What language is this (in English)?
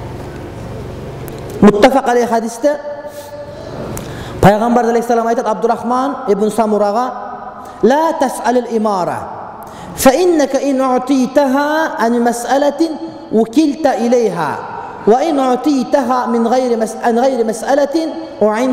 Kyrgyz